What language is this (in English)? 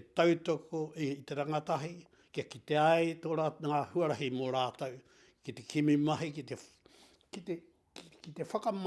Māori